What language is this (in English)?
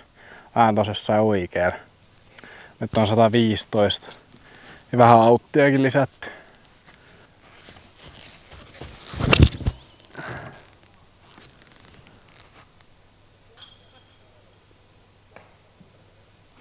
Finnish